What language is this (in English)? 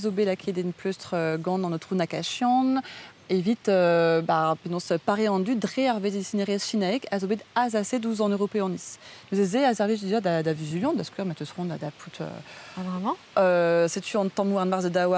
Breton